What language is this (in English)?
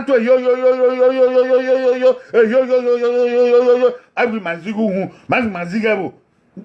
Bini